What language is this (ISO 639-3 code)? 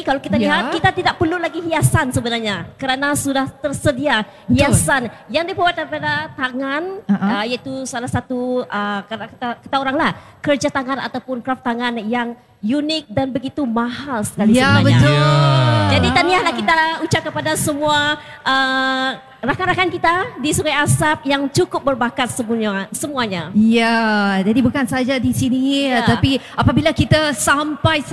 msa